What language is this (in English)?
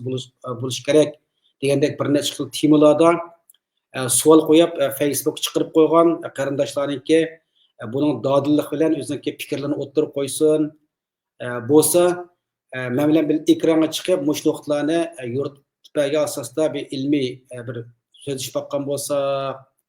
Uyghur